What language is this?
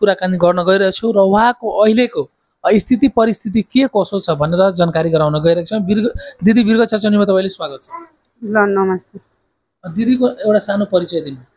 Nepali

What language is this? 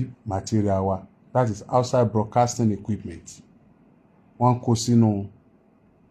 Yoruba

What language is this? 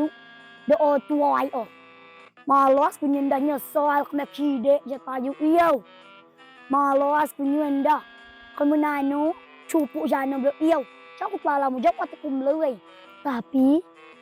Rejang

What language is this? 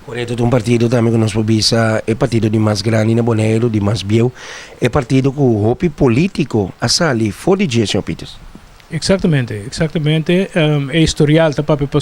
Papiamento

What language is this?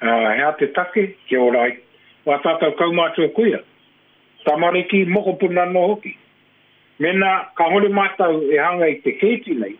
Māori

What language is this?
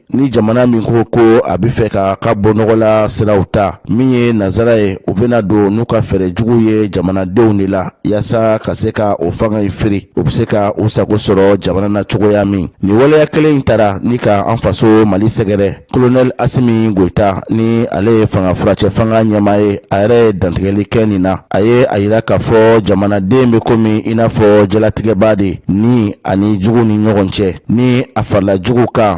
Bambara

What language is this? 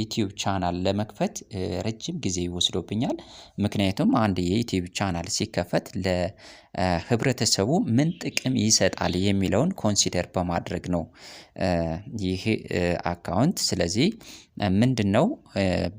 Amharic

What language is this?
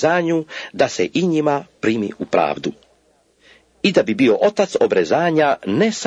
Croatian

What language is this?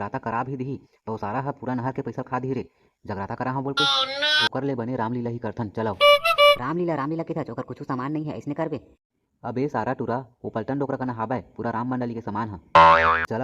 Chhattisgarhi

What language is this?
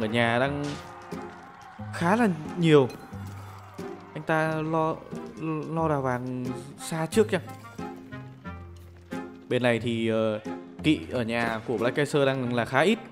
Vietnamese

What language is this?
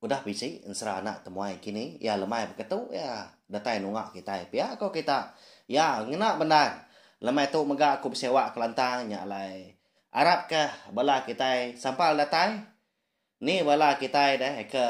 Iban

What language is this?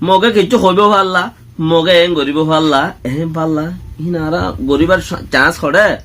Rohingya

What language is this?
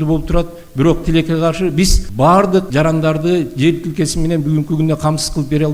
Kyrgyz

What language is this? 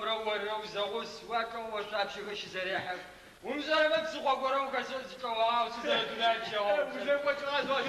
Adyghe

